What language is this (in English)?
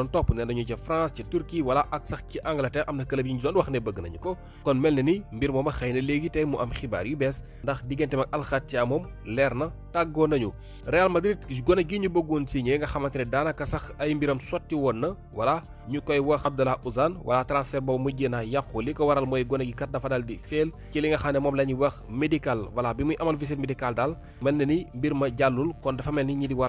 Wolof